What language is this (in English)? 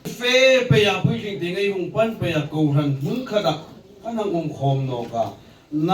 Hmar